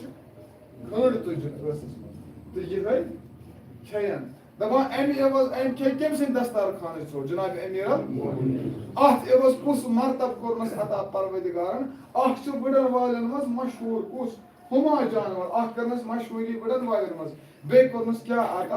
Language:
Kashmiri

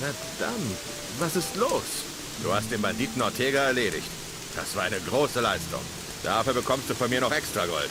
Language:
Bavarian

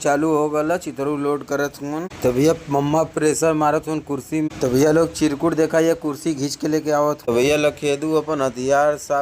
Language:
Bhojpuri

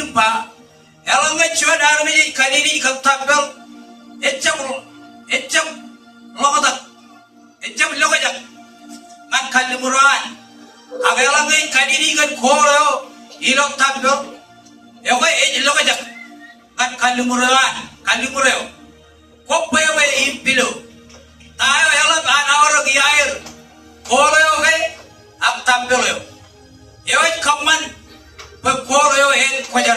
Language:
Marshallese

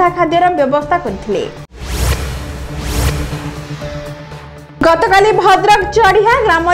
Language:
Odia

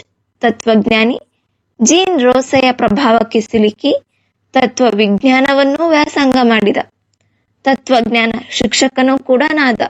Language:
Kannada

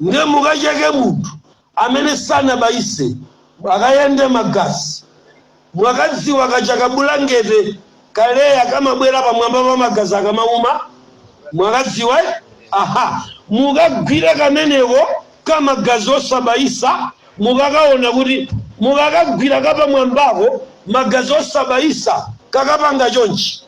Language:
Nyanja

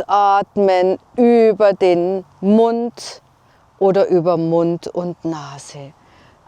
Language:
Bavarian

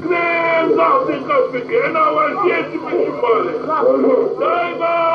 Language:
Zaza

